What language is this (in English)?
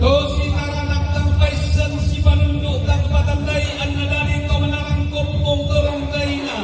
Toraja-Sa'dan